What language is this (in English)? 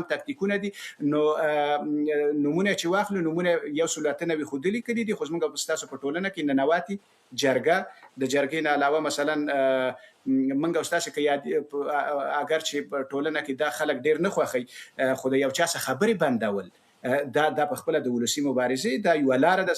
Pashto